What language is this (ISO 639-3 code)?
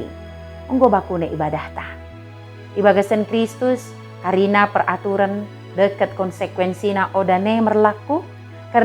btd